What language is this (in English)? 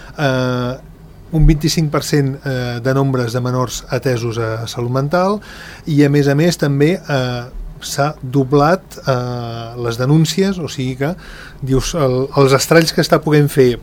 Catalan